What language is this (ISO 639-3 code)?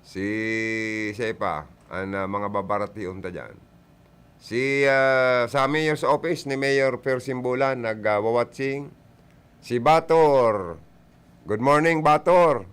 bik